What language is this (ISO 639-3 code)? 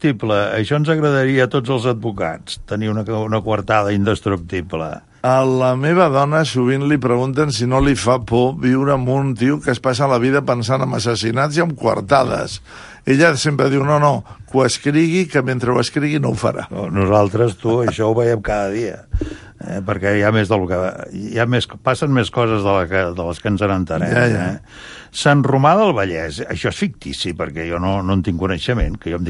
cat